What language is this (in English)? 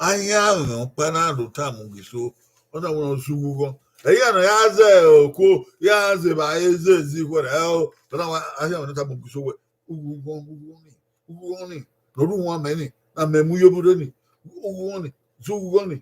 Bini